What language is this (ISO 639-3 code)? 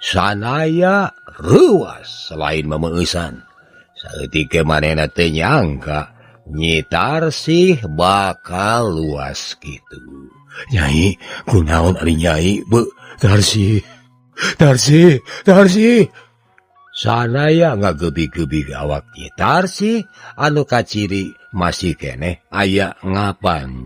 sun